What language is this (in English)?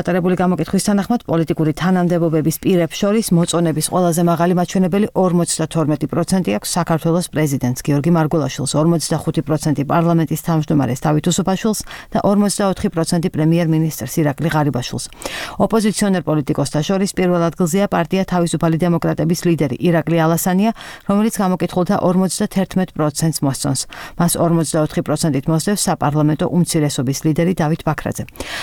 Georgian